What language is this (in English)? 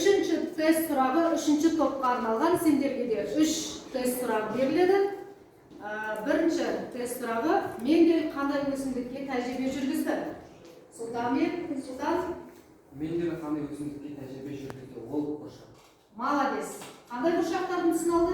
Kazakh